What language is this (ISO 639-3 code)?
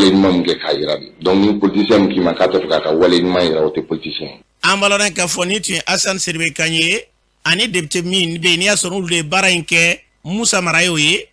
bam